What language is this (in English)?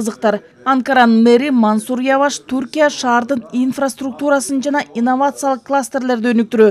Kyrgyz